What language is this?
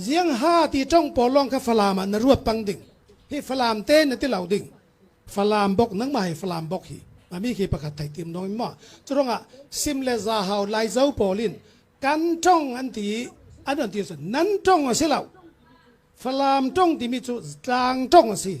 Falam Chin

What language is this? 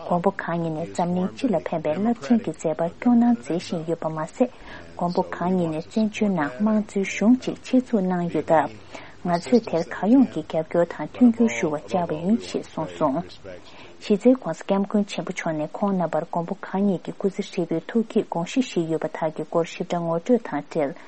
Tibetan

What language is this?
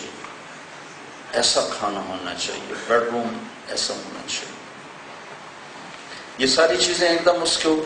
Urdu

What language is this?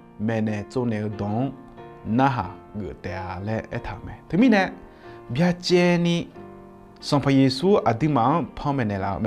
Akha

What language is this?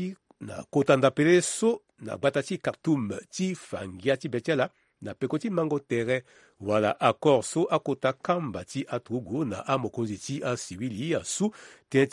Sango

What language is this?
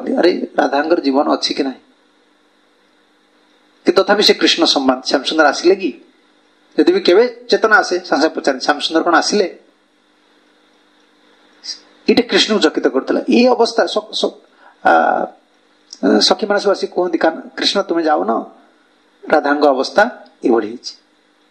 Odia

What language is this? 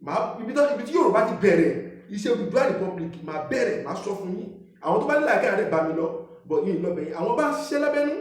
Yoruba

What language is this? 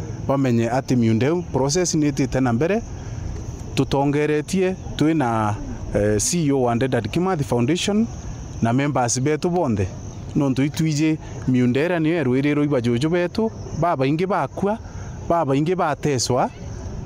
Meru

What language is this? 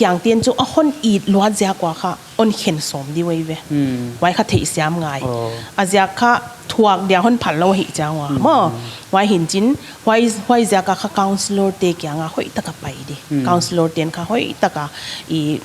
Paite Chin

